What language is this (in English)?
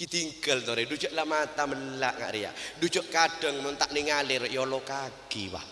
Madurese